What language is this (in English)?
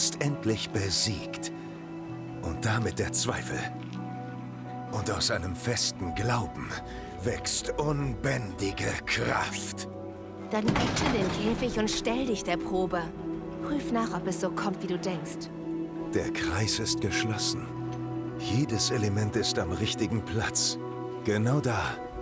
German